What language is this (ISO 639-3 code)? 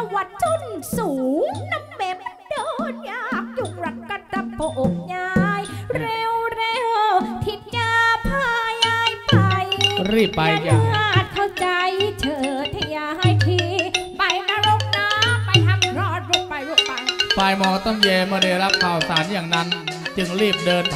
tha